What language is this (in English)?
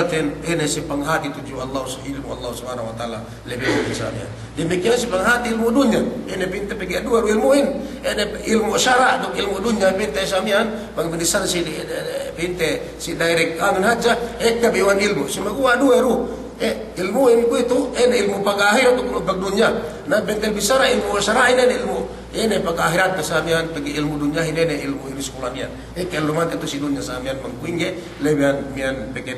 Yakan